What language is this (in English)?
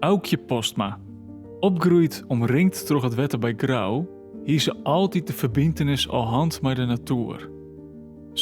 Western Frisian